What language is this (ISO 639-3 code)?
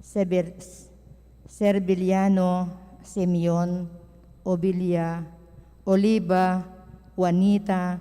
pam